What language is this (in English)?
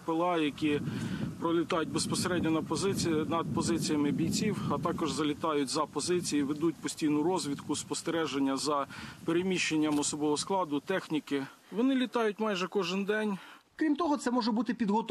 Ukrainian